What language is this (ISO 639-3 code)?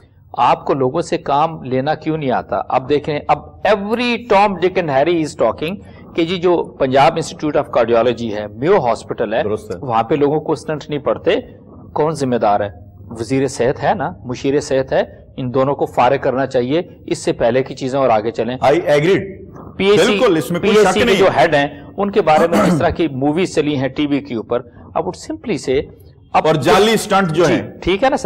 urd